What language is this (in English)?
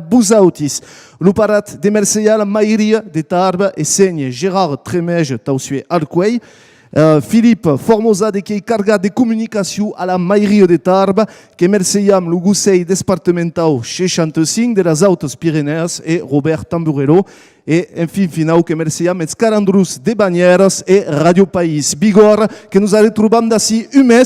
Occitan